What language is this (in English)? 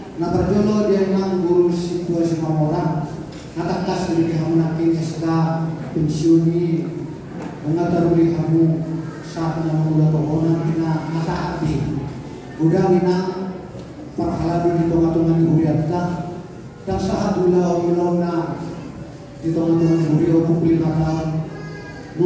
Batak Toba